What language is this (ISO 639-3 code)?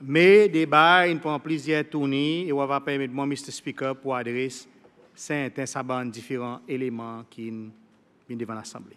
crs